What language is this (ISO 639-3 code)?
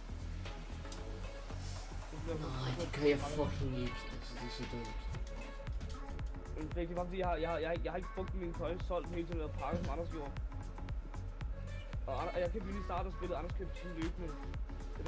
dan